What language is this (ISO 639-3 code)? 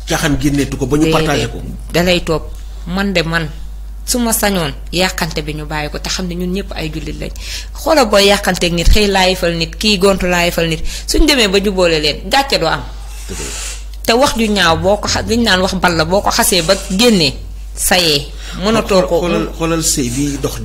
wol